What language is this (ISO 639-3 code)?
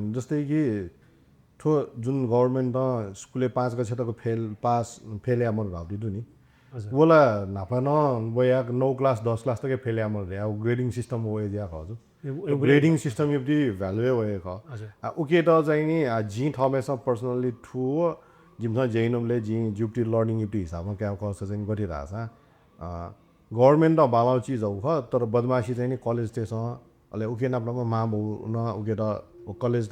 new